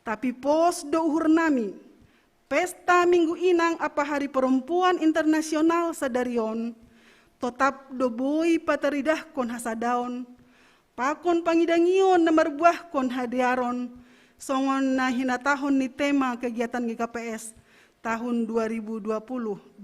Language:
Batak Simalungun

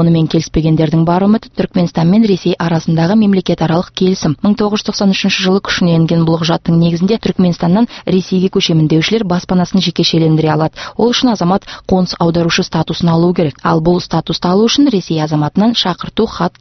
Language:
Kazakh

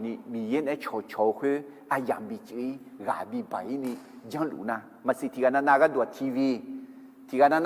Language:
Akha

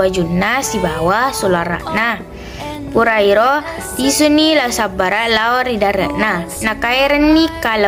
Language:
Buginese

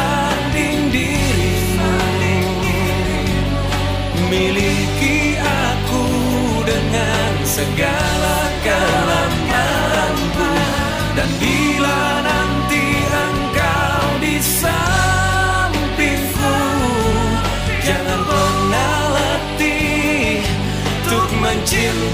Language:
Indonesian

